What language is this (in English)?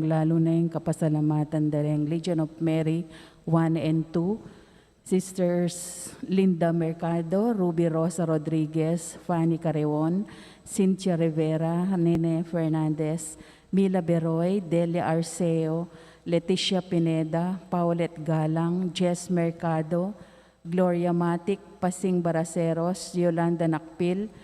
Pampanga